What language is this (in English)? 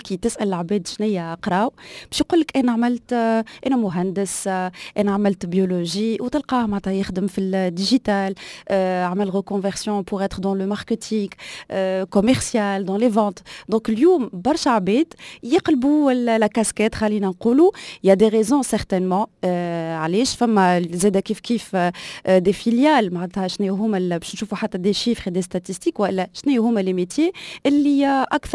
Tunisian Arabic